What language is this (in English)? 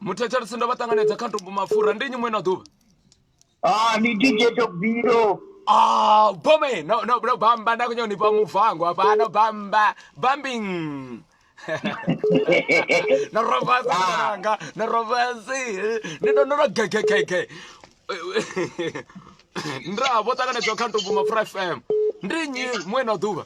Venda